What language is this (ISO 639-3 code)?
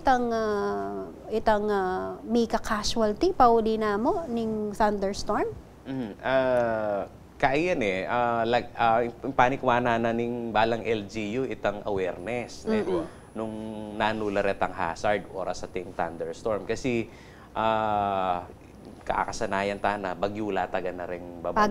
pam